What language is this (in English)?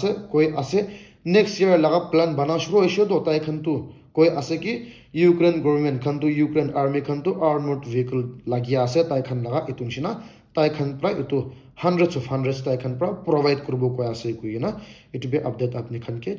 Naga Pidgin